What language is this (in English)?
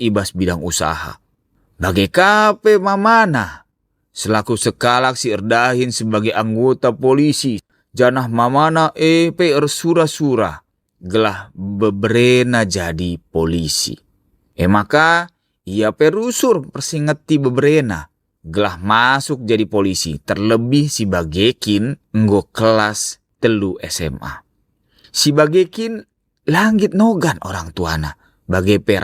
Batak Karo